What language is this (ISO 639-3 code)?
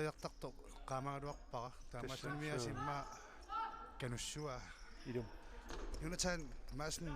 kal